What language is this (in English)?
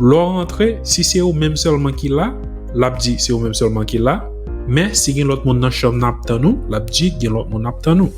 Haitian Creole